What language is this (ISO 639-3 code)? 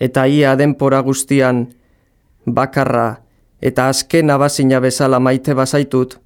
eus